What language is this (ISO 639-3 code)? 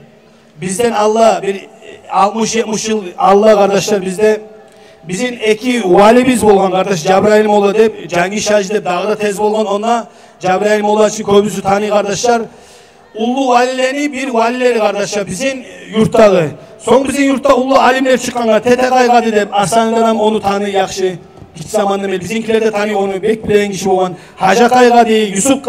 kum